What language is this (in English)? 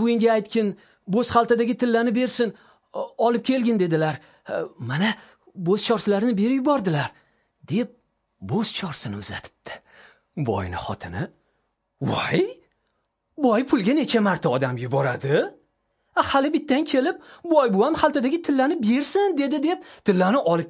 Uzbek